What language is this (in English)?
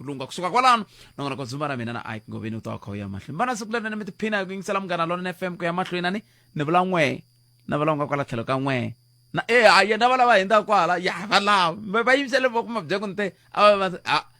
Tsonga